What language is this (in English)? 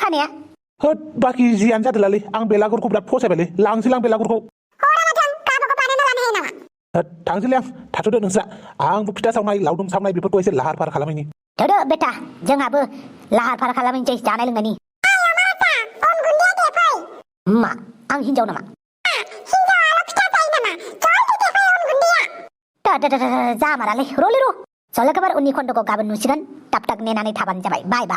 Bodo